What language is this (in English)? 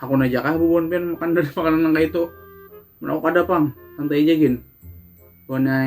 Banjar